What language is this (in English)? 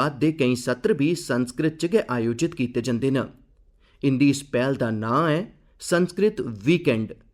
Dogri